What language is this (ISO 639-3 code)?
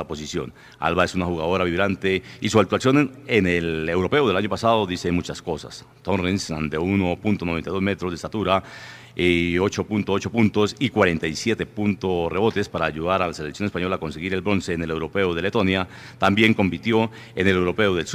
spa